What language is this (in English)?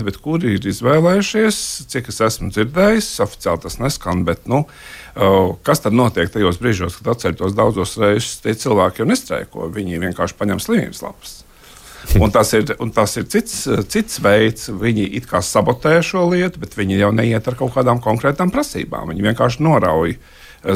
Latvian